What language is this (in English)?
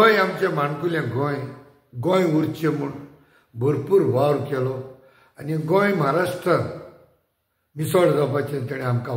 Konkani